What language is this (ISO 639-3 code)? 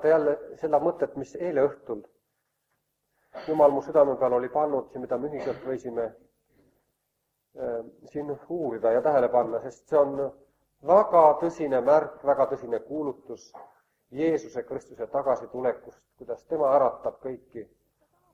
est